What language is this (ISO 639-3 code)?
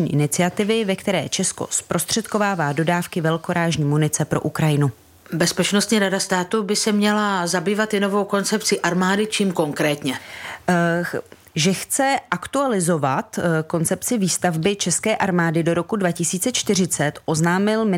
ces